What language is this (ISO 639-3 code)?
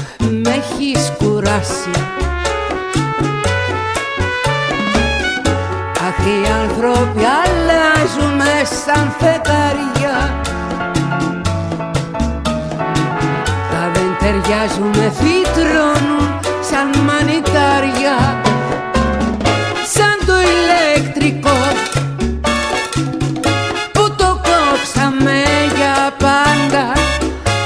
ell